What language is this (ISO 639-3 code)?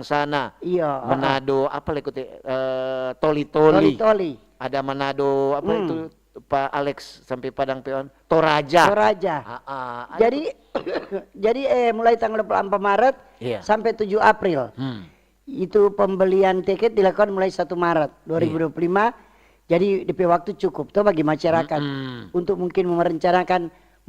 xmm